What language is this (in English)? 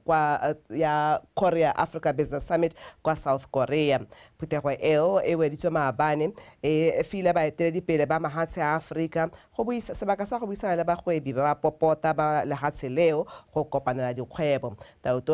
Tswana